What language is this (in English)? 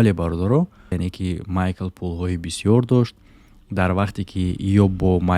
Tajik